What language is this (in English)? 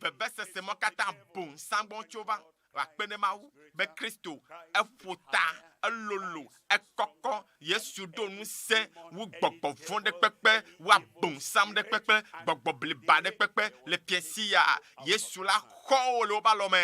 Ewe